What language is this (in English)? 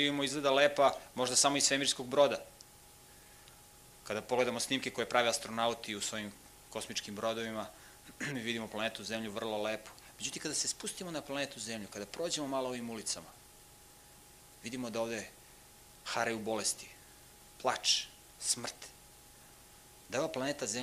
Serbian